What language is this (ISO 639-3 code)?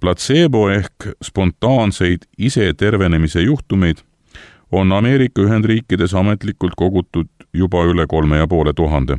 est